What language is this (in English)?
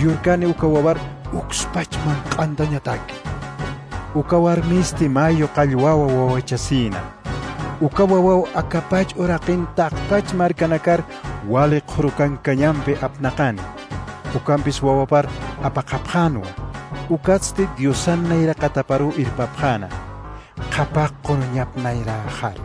Aymara